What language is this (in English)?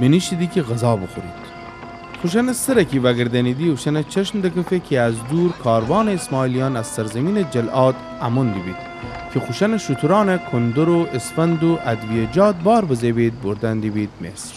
Gilaki